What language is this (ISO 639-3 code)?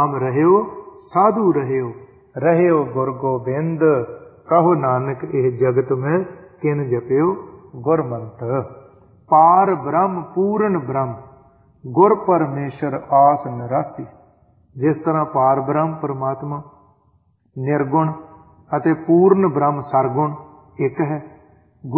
pan